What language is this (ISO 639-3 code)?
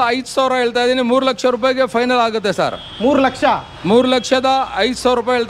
kan